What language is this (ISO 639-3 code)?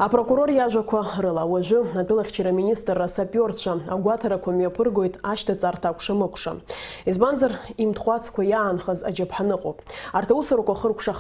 abk